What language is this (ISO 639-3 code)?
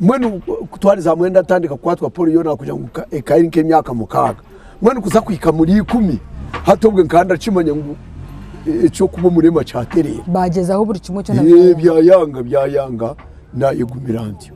nyn